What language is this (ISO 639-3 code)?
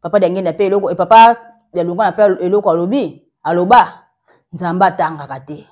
lin